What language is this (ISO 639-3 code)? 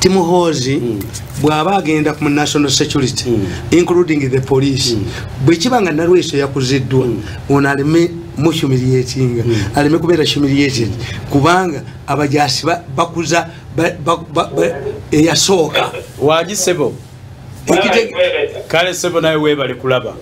lug